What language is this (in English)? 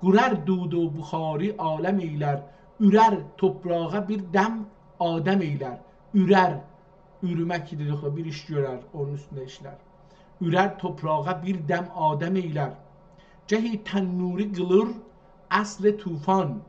South Azerbaijani